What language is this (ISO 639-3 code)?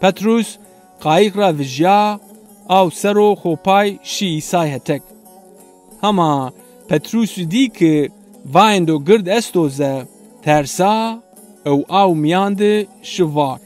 zza